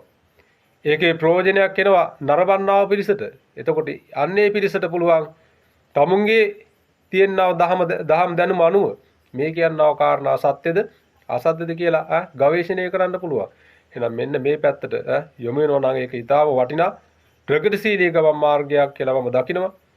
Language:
Sinhala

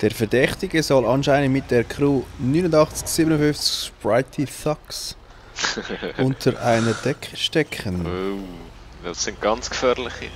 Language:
Swiss German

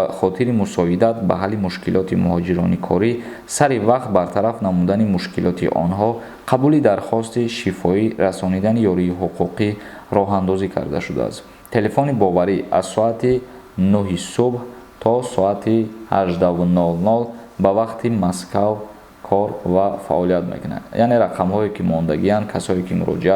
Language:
Tajik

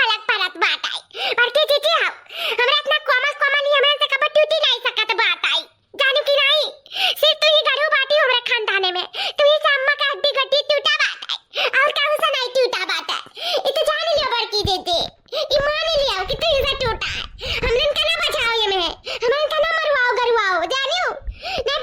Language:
Awadhi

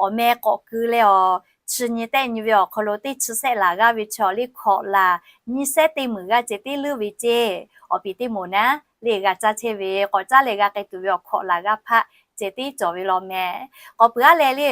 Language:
Lahu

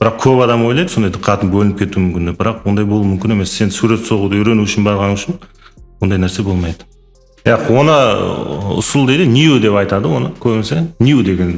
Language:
Kara-Kalpak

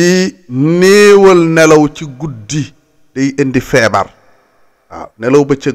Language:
Wolof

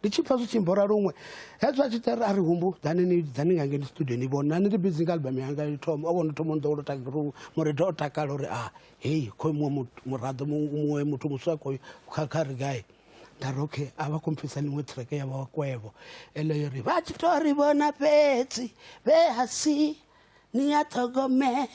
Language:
Venda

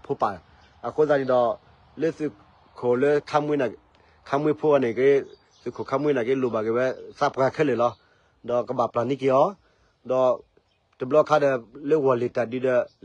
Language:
S'gaw Karen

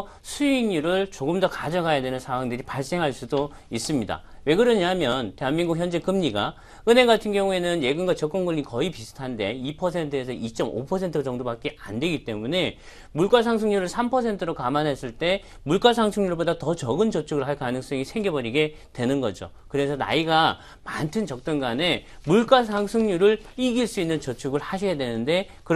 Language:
Korean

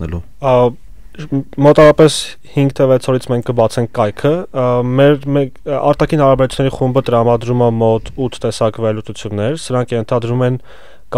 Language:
Armenian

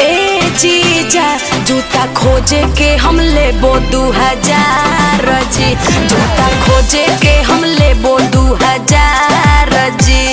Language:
Magahi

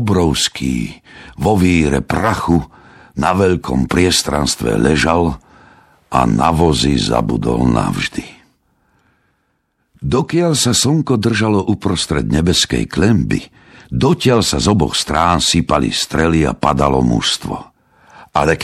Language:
Slovak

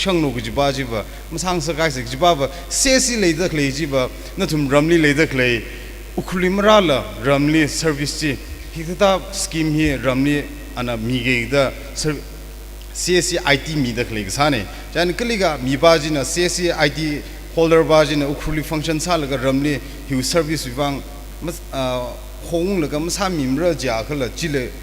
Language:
Tangkhul Naga (India)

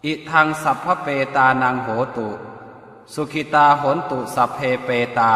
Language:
Pali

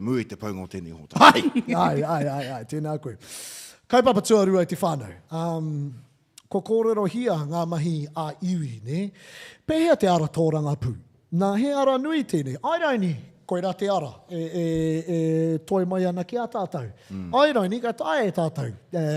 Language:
Māori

